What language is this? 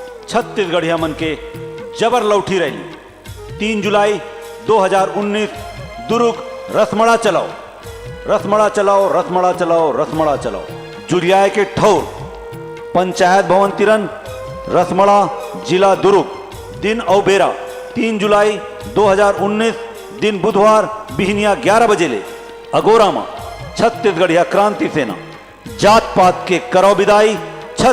Chhattisgarhi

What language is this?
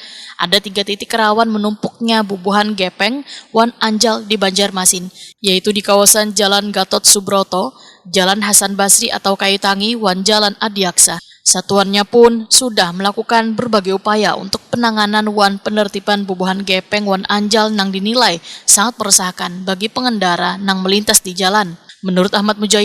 Banjar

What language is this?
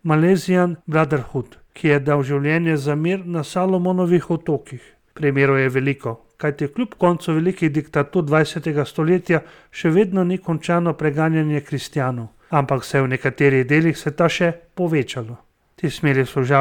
Slovenian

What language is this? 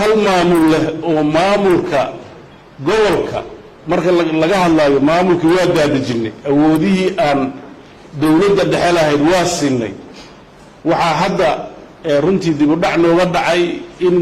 Somali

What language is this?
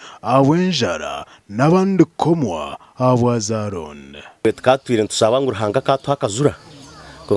Nyankole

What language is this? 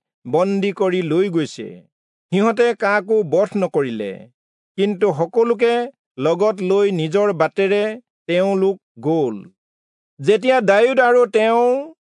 Assamese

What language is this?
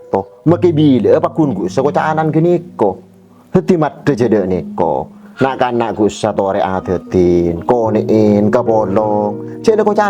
Madurese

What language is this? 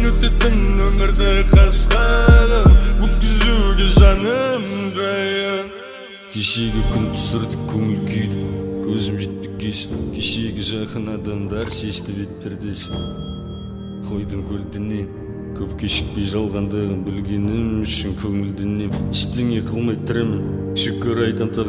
Kazakh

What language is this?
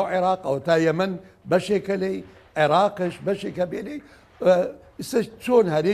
Central Kurdish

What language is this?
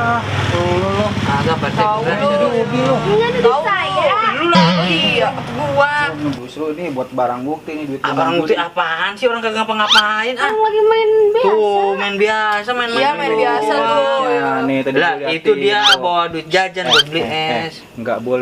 Betawi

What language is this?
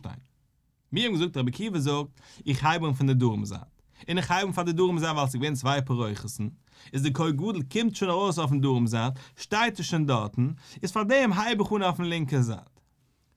Yiddish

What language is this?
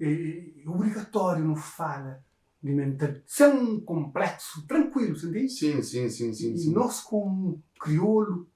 Kabuverdianu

